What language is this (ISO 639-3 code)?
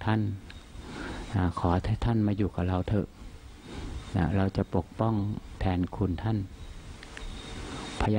tha